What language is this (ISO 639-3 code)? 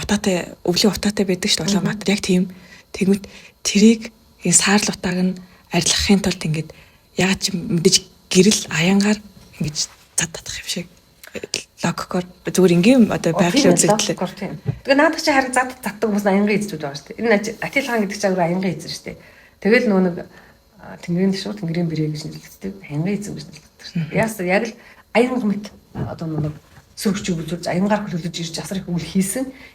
mon